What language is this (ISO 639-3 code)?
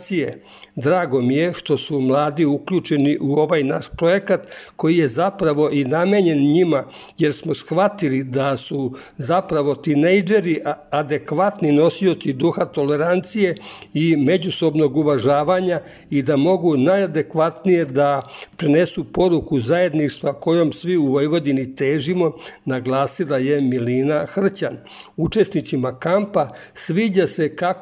srp